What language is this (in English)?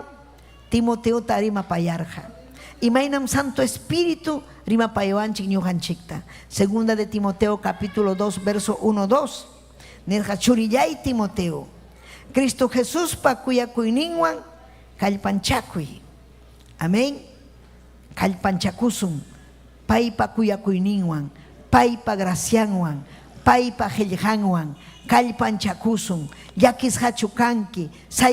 Ayacucho Quechua